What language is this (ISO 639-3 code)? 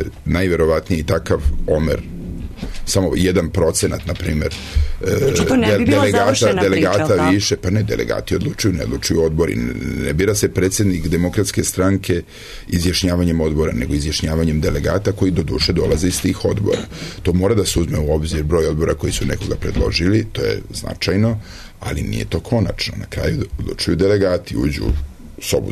srp